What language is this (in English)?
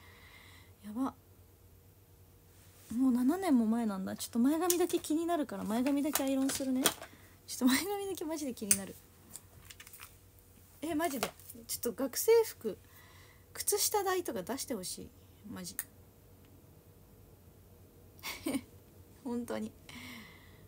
Japanese